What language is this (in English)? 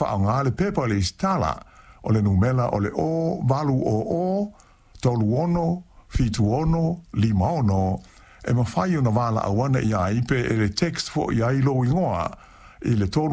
Samoan